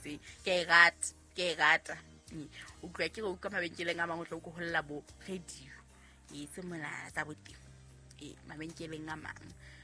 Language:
Southern Sotho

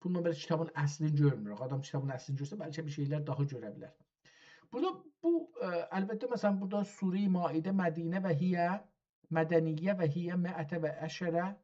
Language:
South Azerbaijani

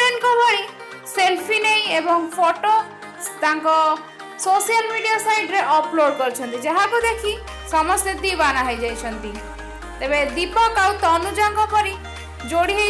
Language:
Odia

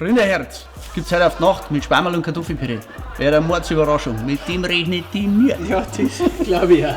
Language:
Bavarian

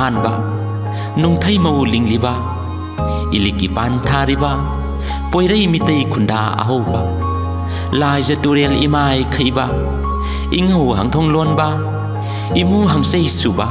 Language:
Manipuri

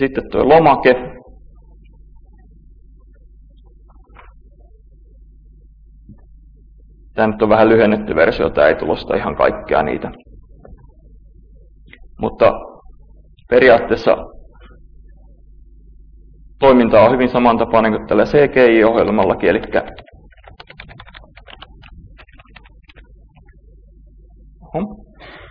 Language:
Finnish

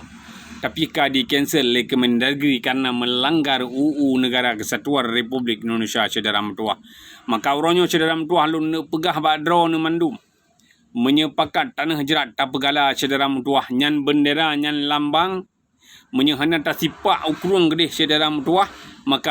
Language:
Achinese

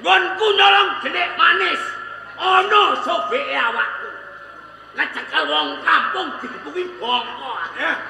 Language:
Javanese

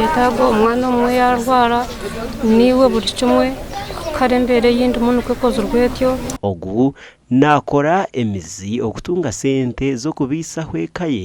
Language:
Nyankole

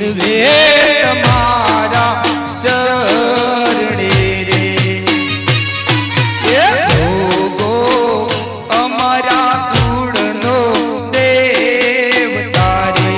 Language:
Gujarati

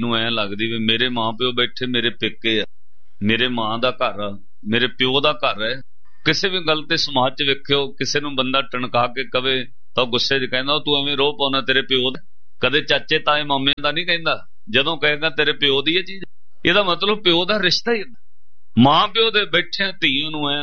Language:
Punjabi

